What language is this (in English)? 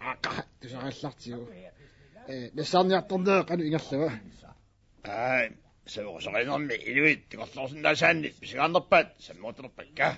Kalaallisut